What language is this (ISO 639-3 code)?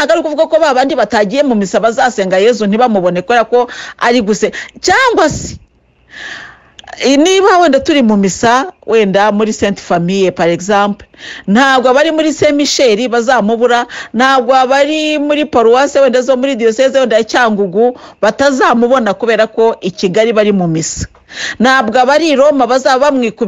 kin